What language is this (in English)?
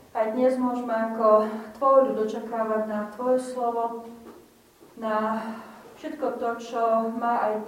Slovak